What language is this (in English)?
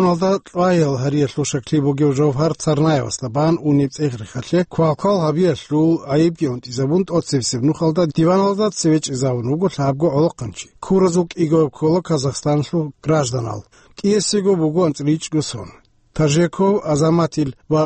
Avaric